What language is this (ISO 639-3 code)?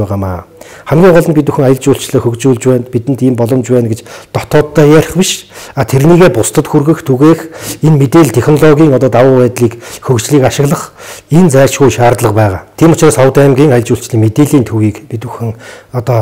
mon